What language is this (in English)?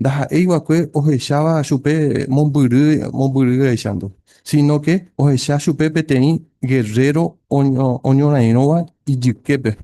Guarani